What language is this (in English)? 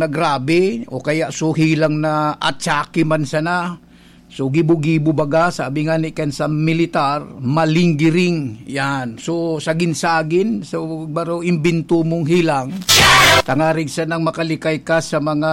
Bikol